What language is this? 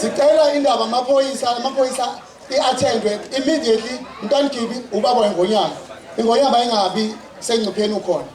Zulu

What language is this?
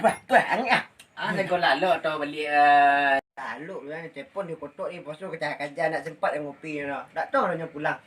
Minangkabau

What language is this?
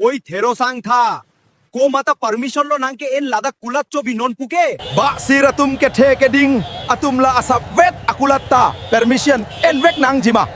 Karbi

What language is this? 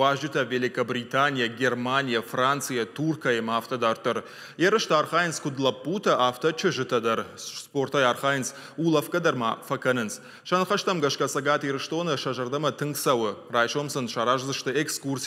Ossetic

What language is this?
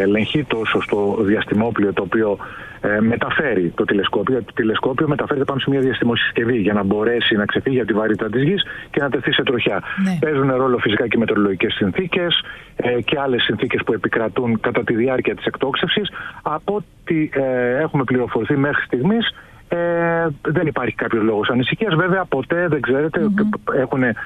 Greek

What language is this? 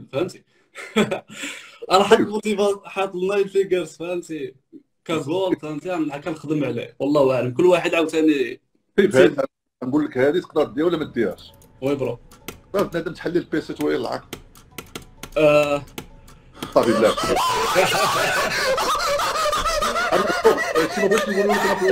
Moroccan Arabic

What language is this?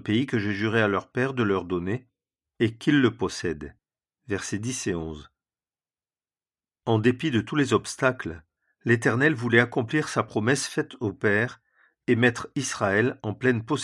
French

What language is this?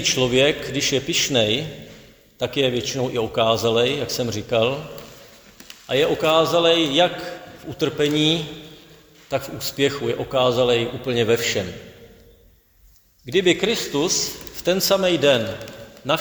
Czech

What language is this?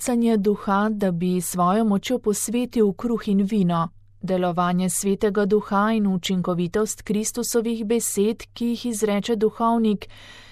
Slovenian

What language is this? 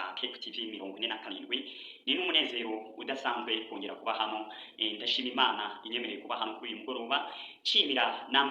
Kinyarwanda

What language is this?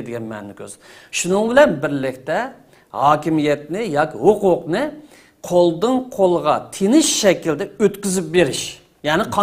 Uyghur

